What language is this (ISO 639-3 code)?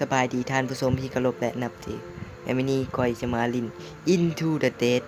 tts